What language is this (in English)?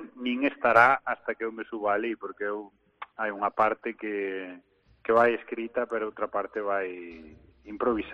Galician